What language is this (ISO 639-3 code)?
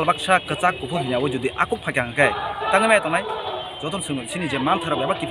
trp